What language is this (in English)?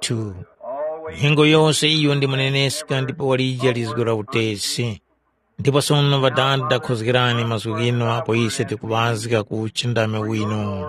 Tumbuka